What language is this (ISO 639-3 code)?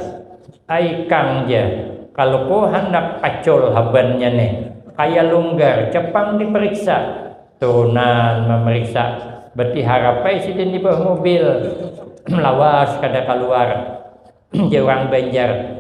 bjn